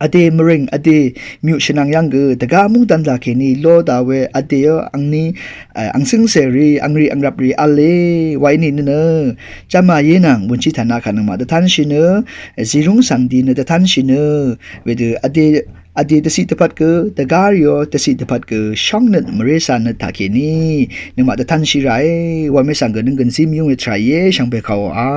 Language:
Rawang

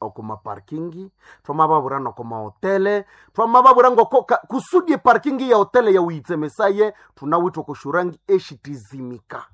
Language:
Nande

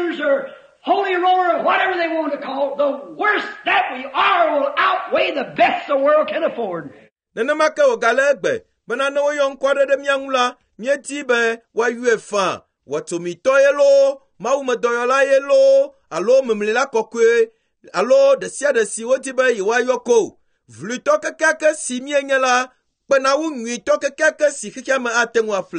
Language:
Ewe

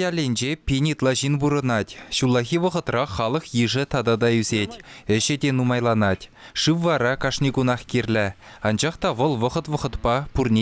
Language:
Chuvash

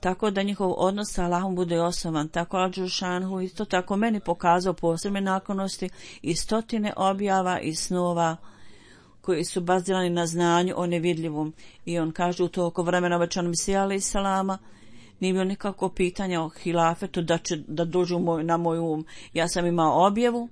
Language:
Bosnian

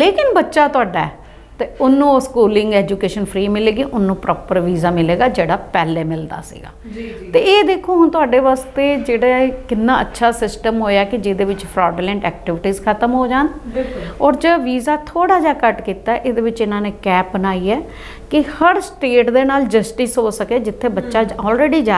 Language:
Punjabi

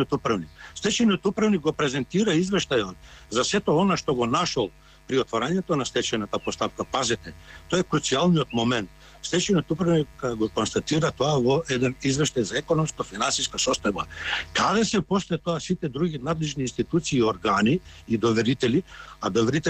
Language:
Macedonian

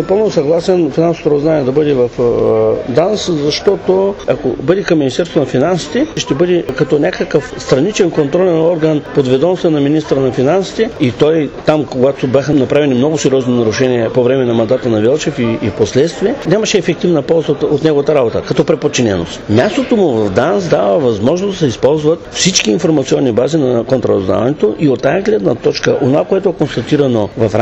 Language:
Bulgarian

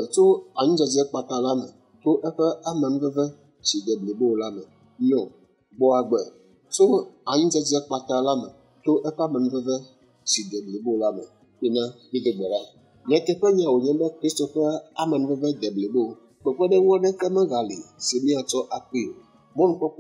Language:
Ewe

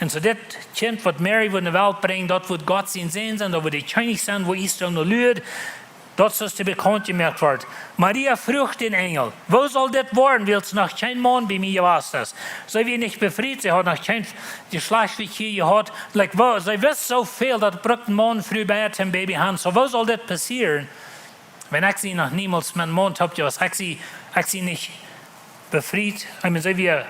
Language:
Plautdietsch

